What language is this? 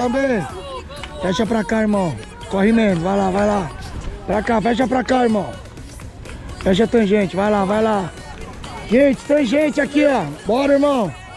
Portuguese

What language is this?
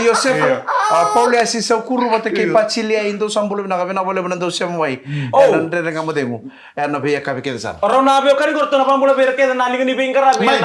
Fijian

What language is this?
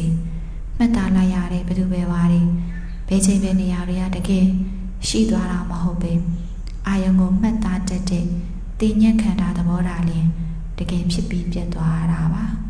Burmese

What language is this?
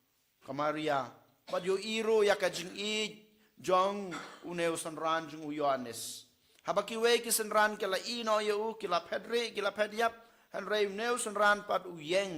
Khasi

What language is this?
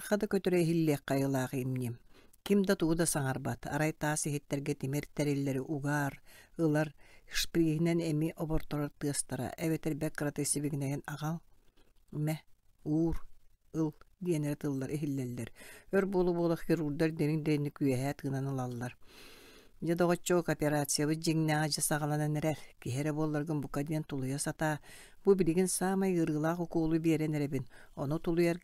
Yakut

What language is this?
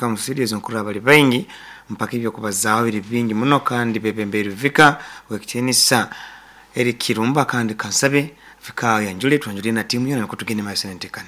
Nyoro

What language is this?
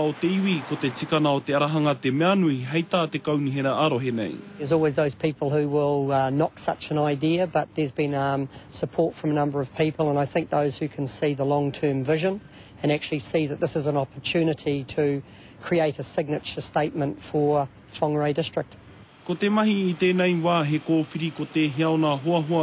Māori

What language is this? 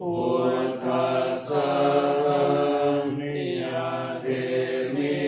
Pali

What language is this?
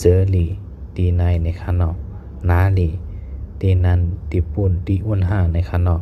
Shan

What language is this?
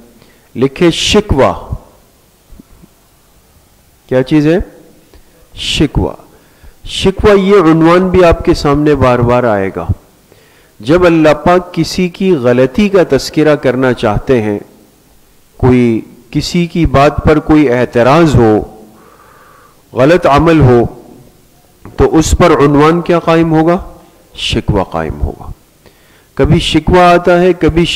Urdu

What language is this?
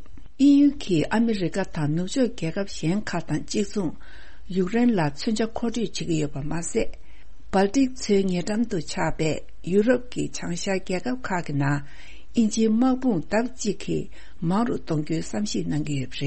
Tibetan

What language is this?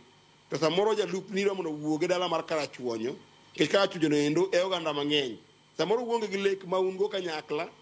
Luo (Kenya and Tanzania)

